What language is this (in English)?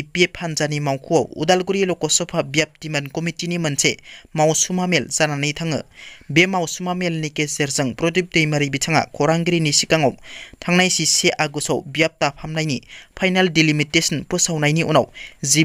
Bodo